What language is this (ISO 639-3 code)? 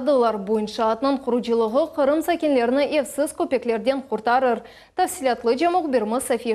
crh